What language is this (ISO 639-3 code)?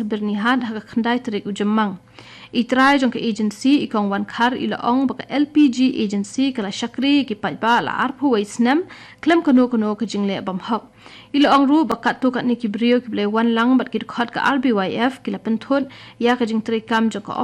kha